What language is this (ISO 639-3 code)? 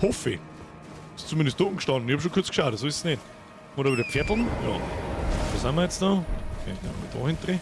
bar